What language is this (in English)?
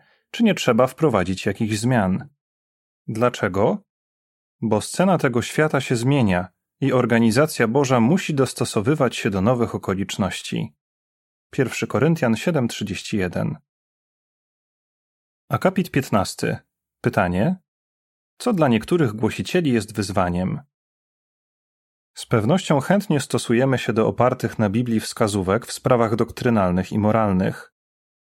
Polish